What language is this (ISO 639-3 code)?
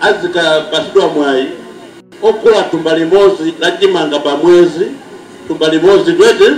nya